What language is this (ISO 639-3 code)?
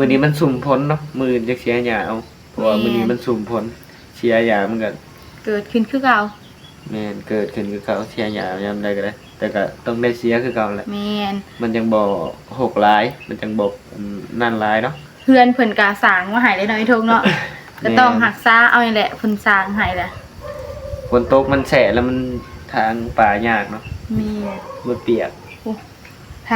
tts